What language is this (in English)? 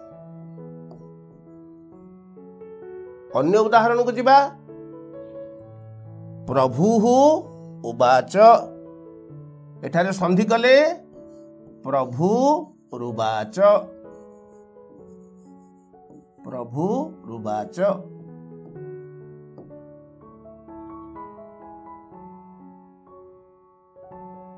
Odia